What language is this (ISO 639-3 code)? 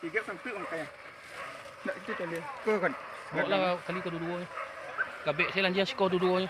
min